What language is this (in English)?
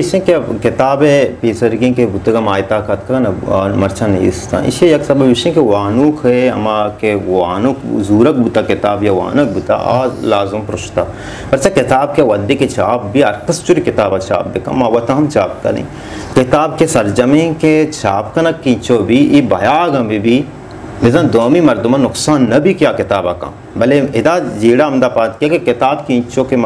Baluchi